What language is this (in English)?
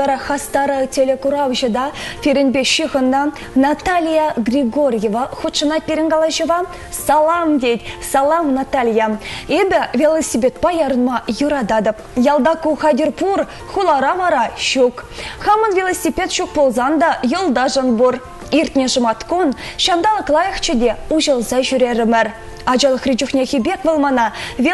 Chuvash